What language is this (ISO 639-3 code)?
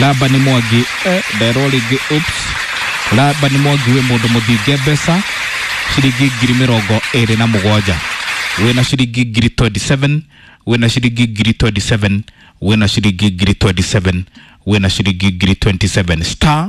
kik